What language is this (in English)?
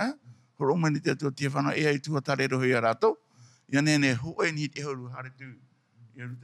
Tahitian